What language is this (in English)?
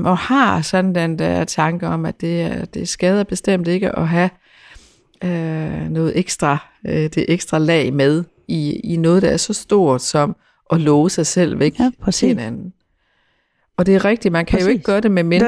Danish